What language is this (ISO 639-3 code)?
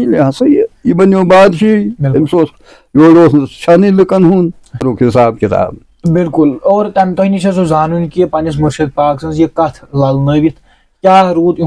kas